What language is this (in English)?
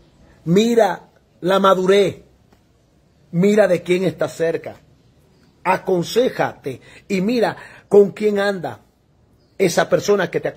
Spanish